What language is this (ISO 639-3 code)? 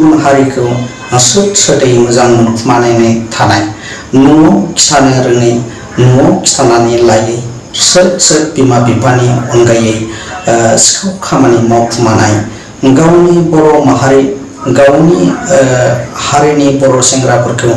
brx